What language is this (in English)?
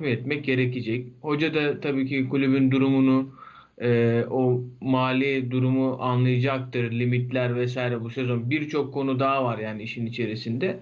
Turkish